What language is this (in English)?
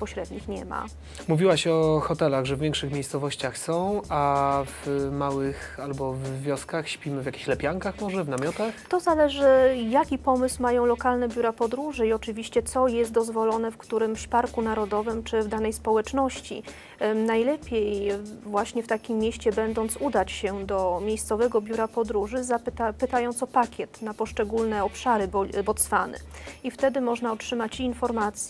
Polish